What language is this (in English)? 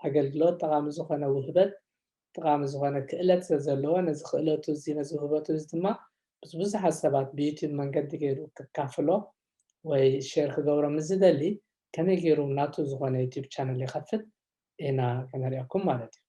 Tigrinya